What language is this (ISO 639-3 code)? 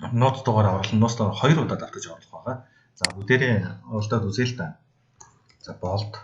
mon